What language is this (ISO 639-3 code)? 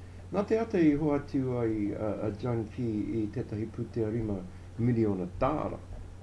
mri